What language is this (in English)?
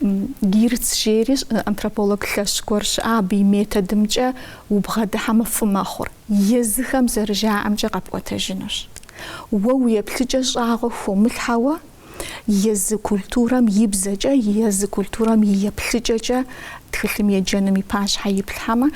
Kabardian